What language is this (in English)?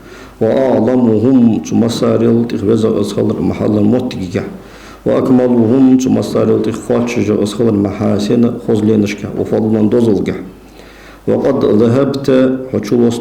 Ingush